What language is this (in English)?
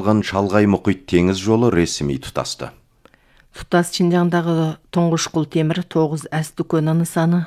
Kazakh